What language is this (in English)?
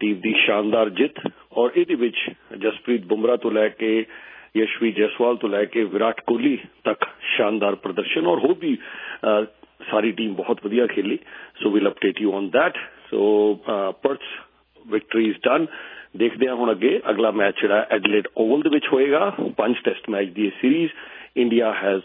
Punjabi